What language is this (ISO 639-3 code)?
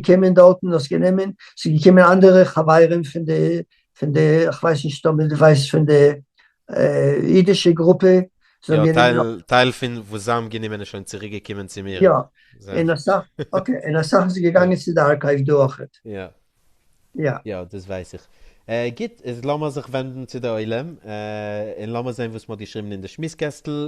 yid